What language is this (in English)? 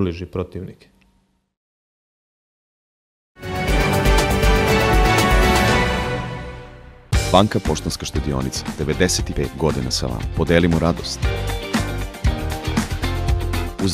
Serbian